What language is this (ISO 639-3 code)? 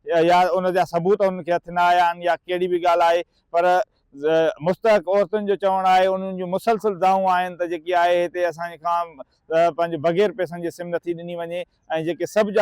snd